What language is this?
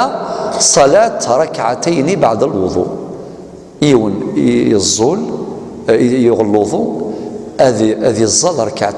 Kabyle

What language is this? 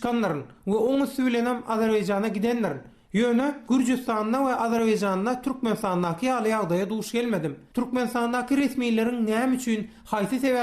Turkmen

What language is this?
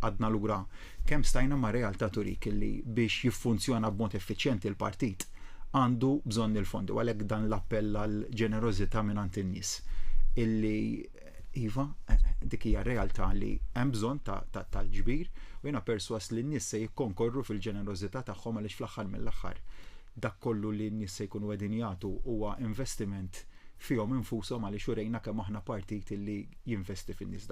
Maltese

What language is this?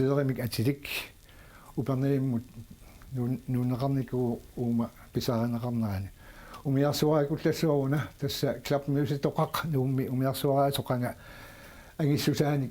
Kalaallisut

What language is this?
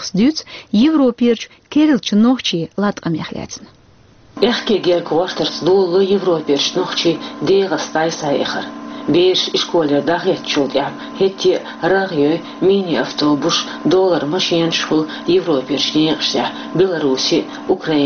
Chechen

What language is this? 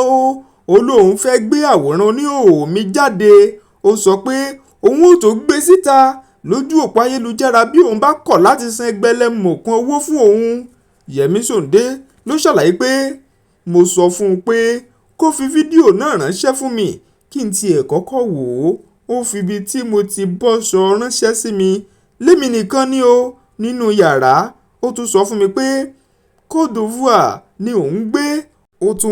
Yoruba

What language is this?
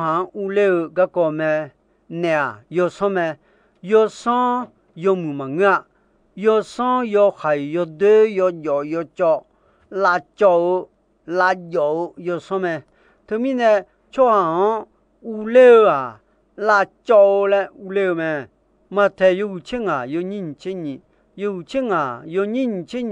Akha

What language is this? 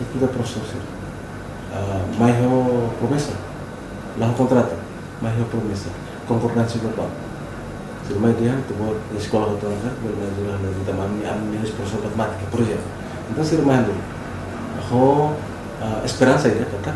Tetum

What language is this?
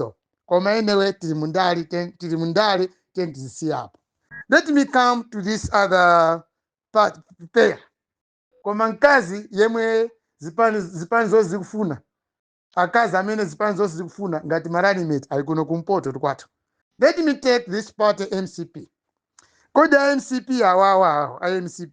Nyanja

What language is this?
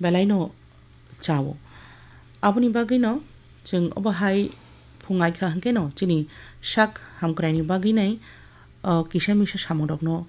Kok Borok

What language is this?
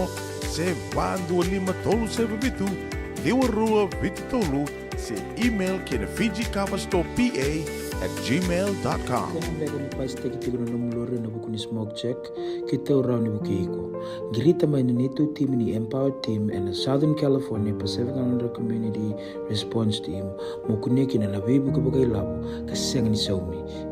Fijian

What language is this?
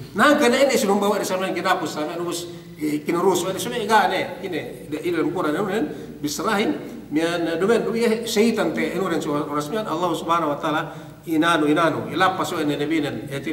Yakan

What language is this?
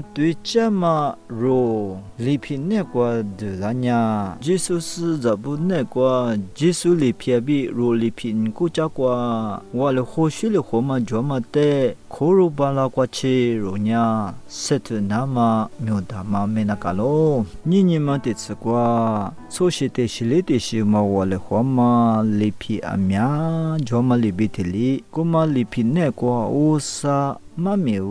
Lisu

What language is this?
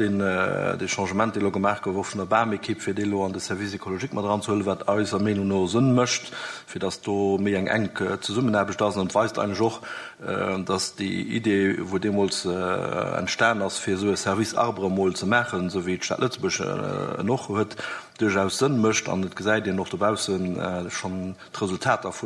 Luxembourgish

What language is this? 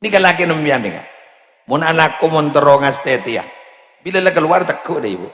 Madurese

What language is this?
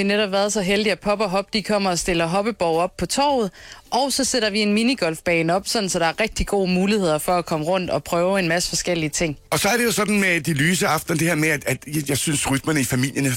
Danish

